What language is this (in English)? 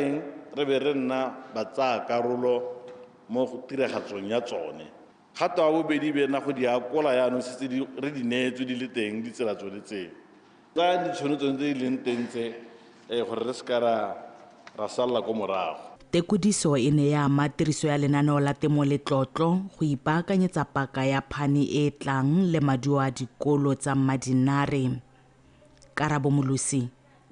Tswana